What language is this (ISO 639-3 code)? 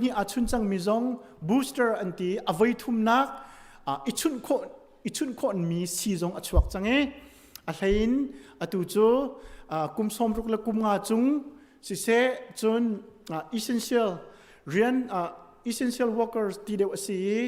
cnh